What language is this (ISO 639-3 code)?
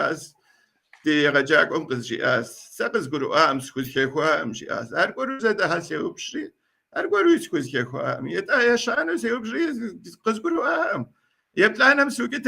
kbd